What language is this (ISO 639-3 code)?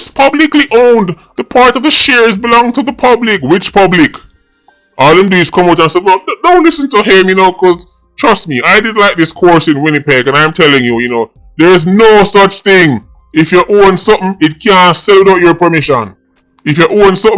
jam